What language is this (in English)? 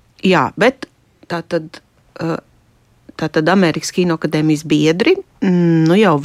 Latvian